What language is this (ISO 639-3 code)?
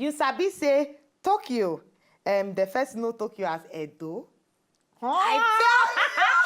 pcm